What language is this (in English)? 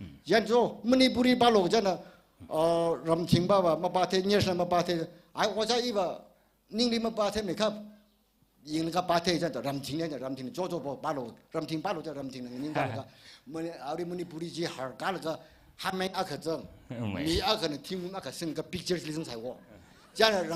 Tangkhul Naga (India)